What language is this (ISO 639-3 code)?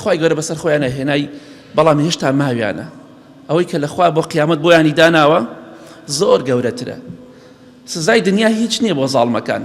ckb